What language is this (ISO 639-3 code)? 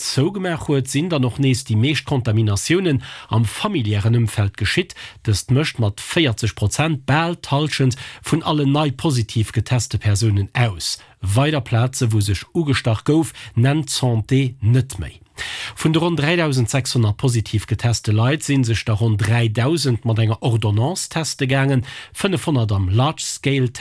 ltz